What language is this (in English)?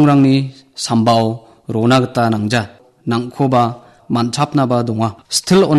Garo